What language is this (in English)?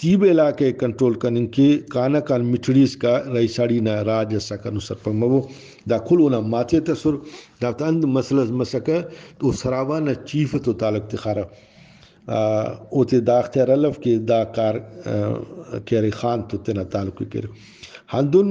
Brahui